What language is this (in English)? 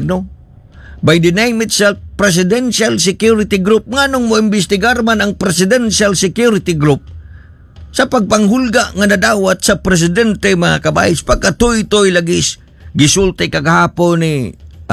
Cebuano